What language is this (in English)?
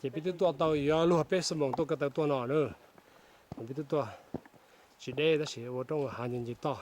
Hmong